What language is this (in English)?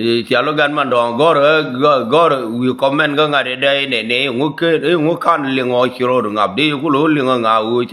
Nuer